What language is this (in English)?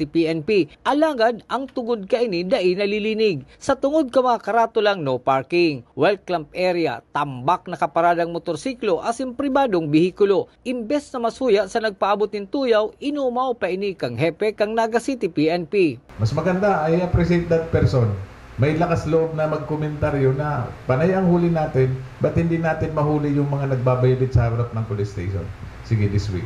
Bikol